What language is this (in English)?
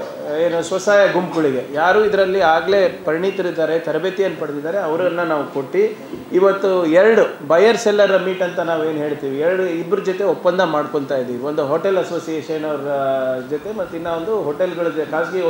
Kannada